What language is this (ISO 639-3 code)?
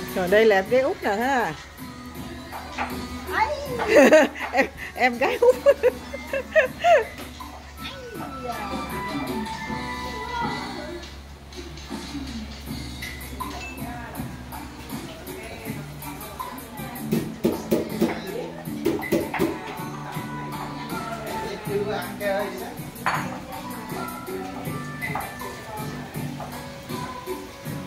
vie